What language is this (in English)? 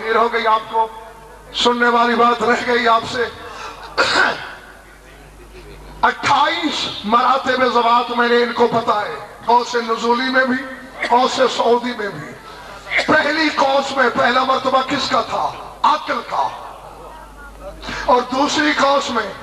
Urdu